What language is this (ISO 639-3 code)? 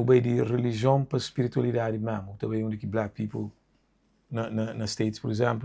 kea